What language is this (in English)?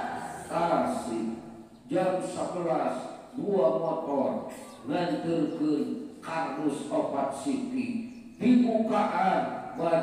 Sundanese